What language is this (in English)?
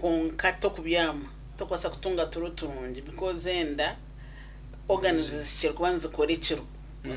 Nyankole